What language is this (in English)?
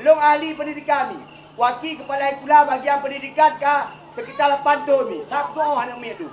Achinese